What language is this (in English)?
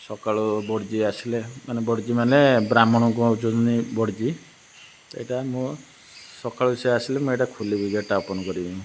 Odia